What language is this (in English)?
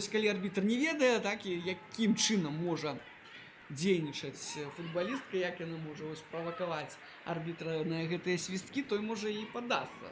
Belarusian